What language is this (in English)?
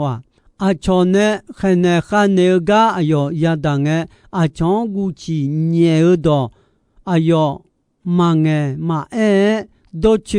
Akha